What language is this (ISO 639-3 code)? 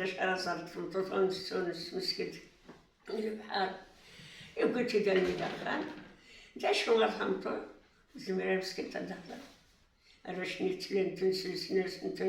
kab